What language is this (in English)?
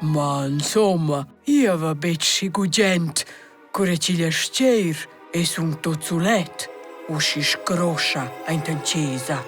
Romansh